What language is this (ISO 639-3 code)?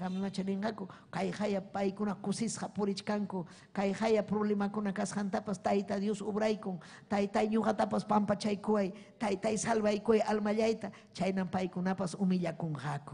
quy